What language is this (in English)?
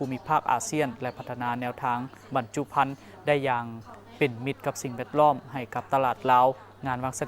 Lao